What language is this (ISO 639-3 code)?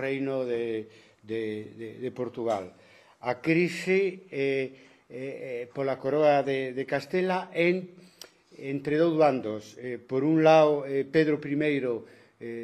glg